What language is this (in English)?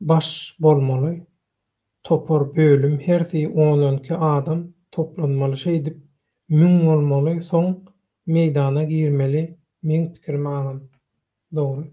Turkmen